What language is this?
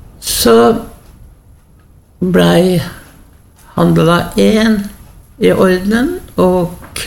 Norwegian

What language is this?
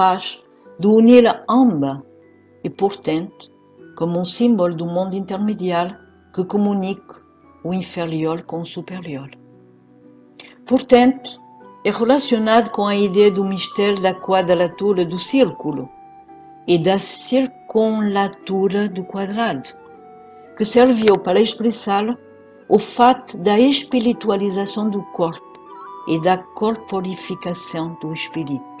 Portuguese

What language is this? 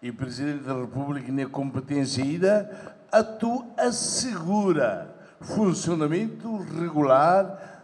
Tetum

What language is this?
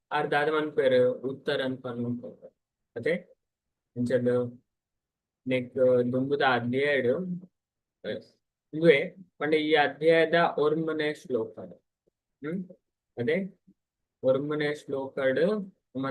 Tulu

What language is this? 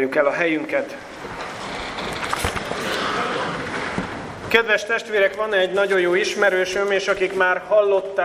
Hungarian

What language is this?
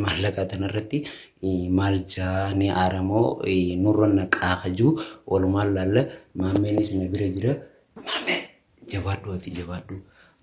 Oromo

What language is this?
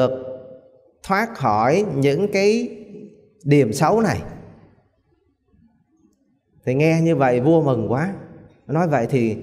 Vietnamese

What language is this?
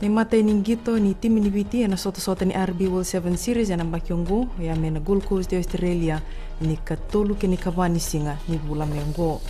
Fijian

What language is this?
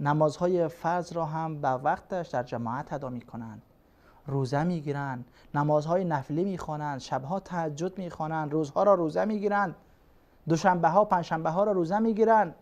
Persian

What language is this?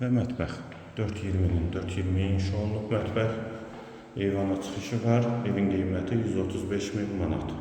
Azerbaijani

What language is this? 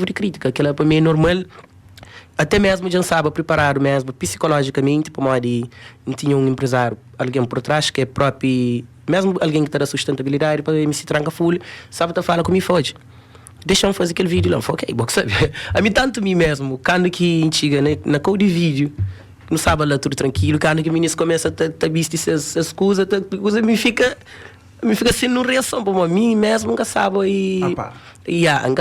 Kabuverdianu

